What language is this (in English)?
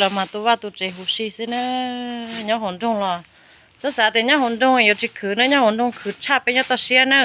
Hmong